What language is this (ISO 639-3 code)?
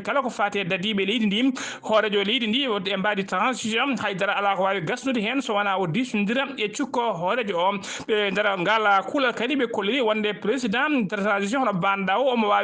ful